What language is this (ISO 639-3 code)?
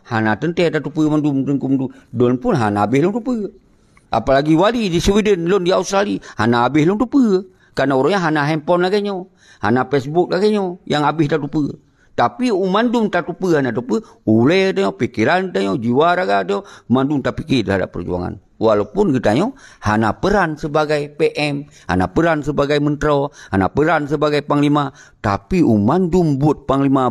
ace